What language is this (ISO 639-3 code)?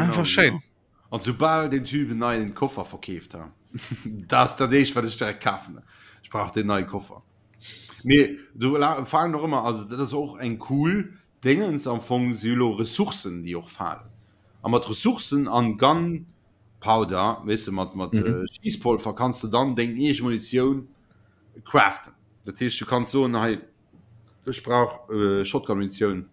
ltz